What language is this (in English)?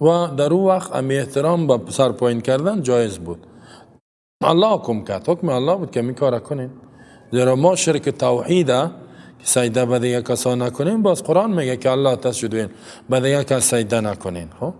Persian